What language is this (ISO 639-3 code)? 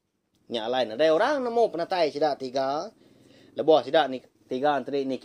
iba